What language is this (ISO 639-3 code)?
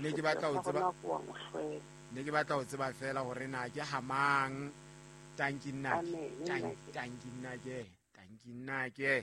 sot